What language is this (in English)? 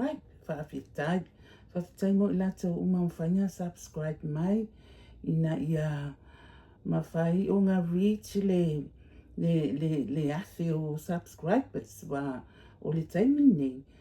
Samoan